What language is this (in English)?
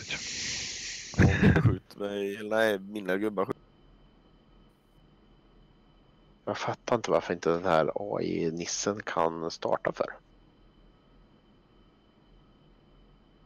Swedish